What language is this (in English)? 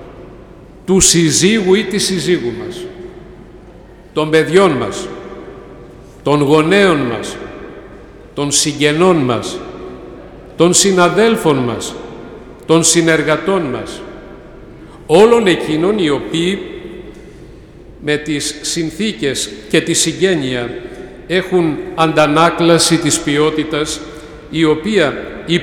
Greek